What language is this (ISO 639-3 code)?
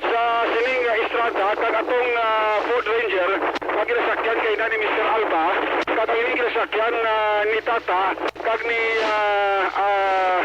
hil